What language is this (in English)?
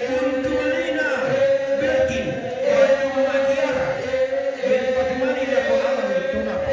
Toraja-Sa'dan